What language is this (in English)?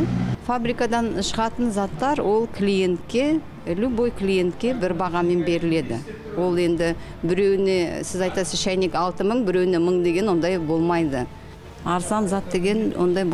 Kazakh